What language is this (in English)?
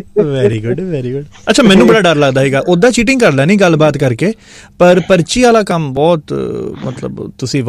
Punjabi